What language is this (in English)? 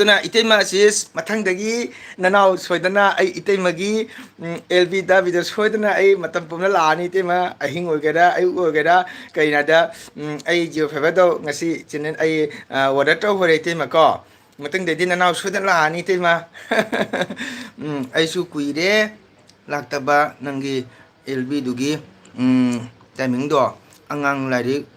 Manipuri